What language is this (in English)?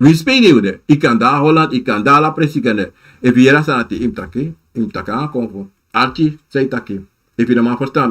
Sranan Tongo